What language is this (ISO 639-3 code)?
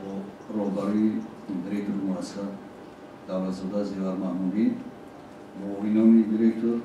tgk